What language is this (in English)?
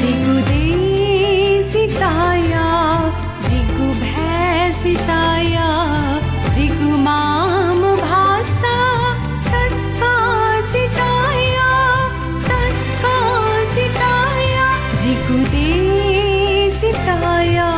Newari